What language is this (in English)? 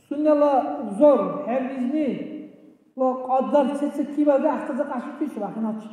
Dargwa